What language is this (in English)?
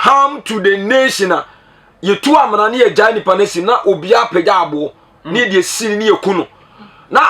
Akan